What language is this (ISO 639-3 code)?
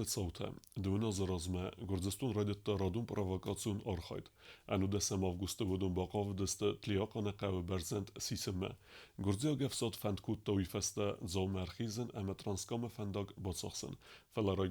oss